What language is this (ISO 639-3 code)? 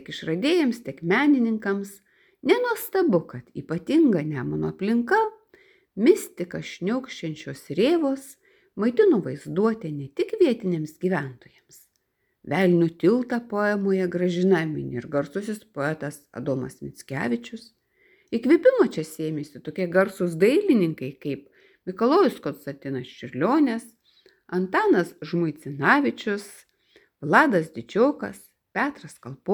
lit